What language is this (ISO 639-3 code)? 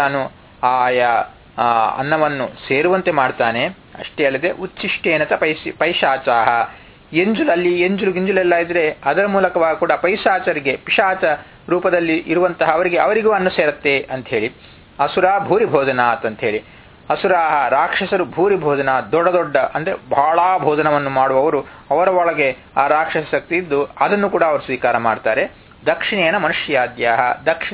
kan